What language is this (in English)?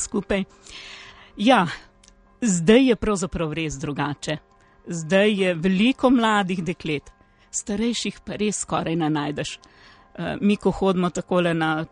Slovenian